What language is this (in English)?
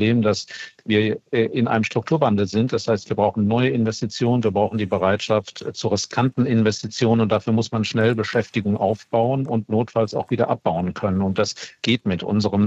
German